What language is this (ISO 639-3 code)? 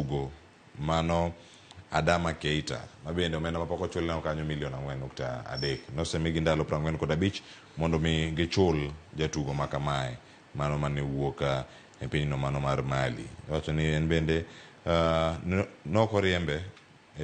luo